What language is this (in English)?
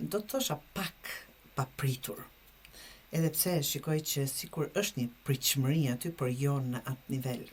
Albanian